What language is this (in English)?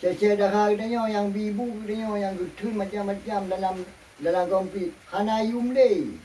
Achinese